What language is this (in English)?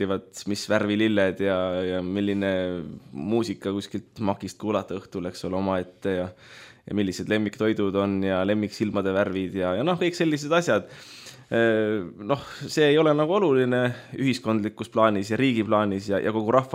Estonian